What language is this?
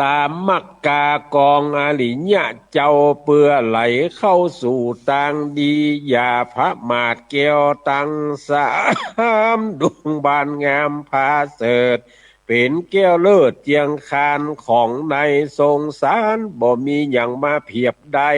Northern Thai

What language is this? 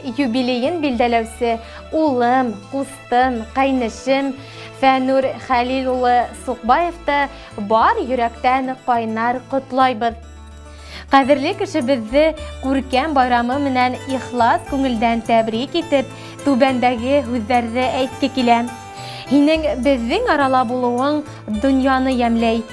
Bashkir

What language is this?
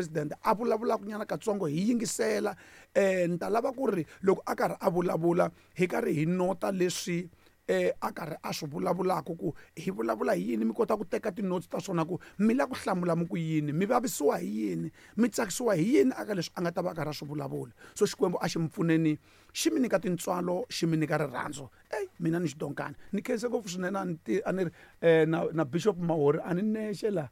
Tsonga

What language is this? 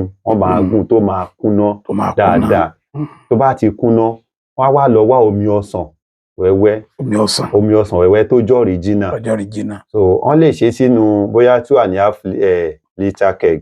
Yoruba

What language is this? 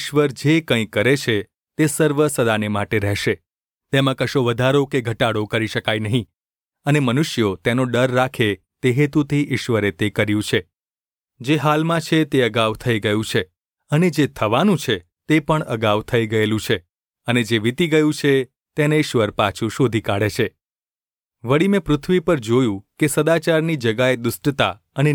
Gujarati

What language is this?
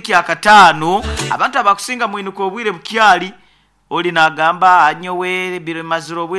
Nyankole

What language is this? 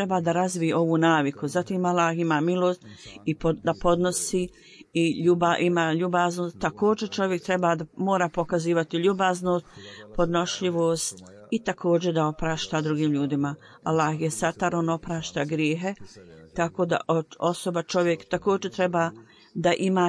Bosnian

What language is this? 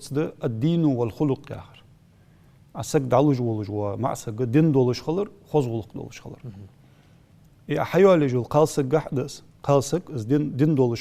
Ingush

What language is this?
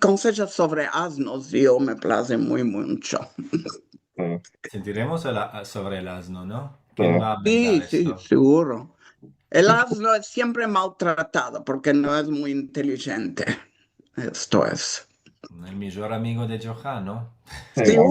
Ladino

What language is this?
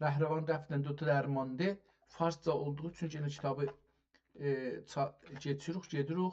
South Azerbaijani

